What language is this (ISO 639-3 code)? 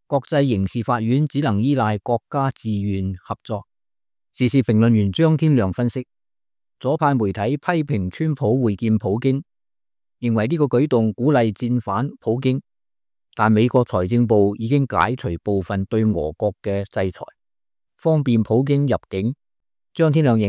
yue